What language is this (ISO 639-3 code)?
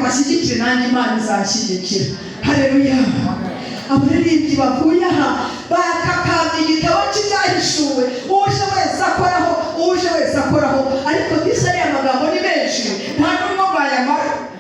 kin